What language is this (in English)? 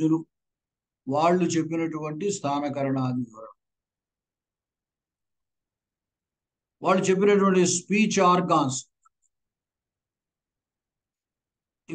Telugu